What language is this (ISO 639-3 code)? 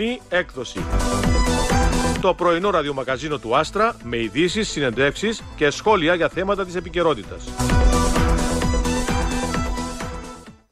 ell